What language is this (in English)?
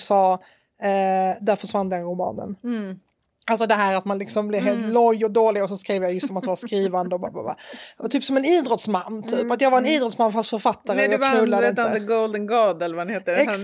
Swedish